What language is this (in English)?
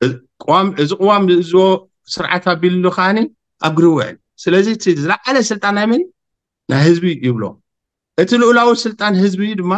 Tigrinya